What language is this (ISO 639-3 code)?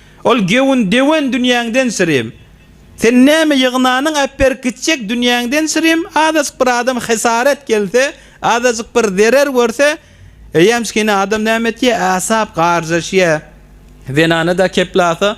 tuk